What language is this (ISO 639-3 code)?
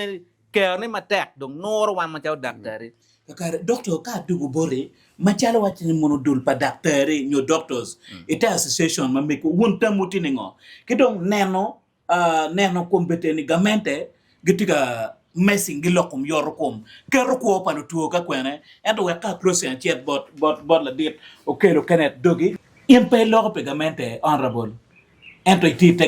ach